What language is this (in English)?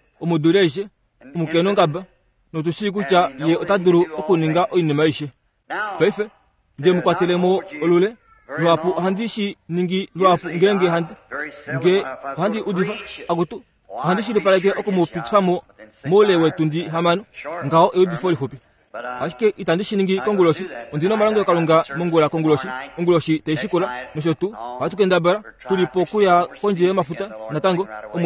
Kuanyama